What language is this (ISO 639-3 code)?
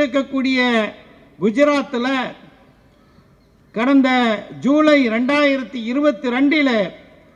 tam